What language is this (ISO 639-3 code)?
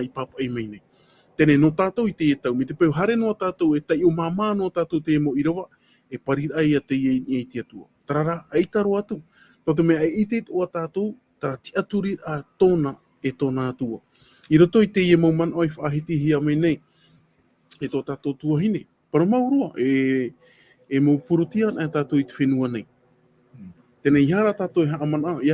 tah